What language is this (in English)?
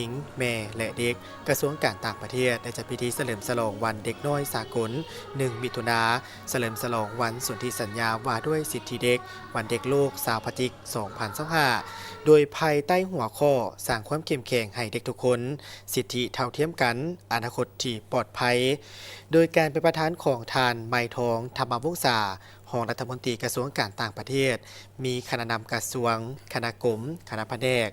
Lao